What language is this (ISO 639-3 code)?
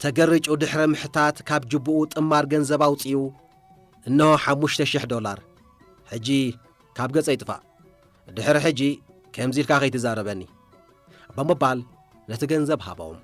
tir